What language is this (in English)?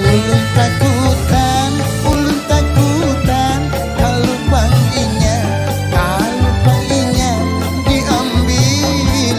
Banjar